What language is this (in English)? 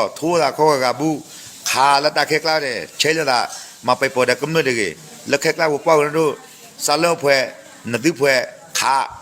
S'gaw Karen